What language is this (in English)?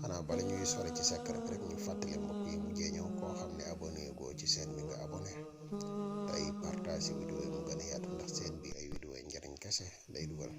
Wolof